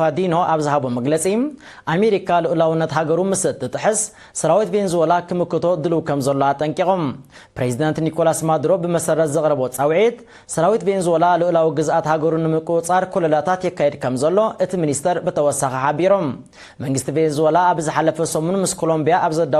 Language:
Tigrinya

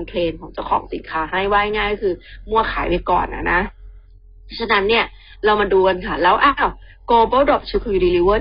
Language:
Thai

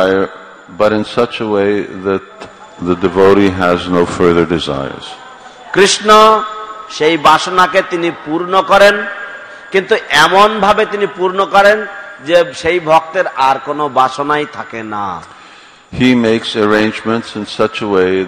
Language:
Bangla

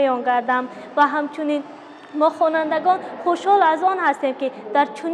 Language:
Tajik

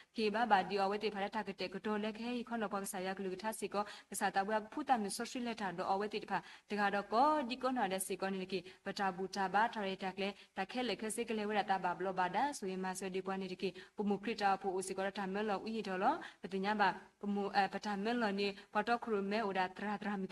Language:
S'gaw Karen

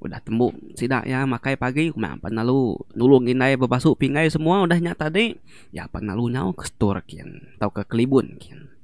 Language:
Iban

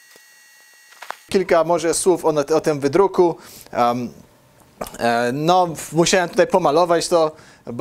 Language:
Polish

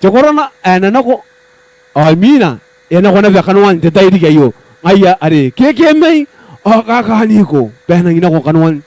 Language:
Gilbertese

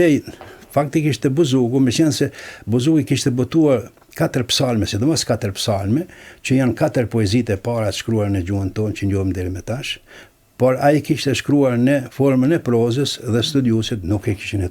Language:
Albanian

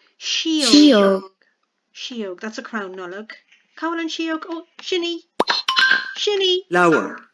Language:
Irish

